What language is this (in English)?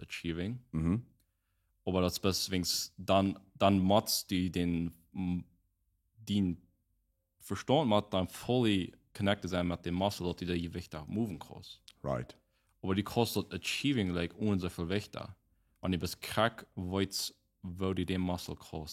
Plautdietsch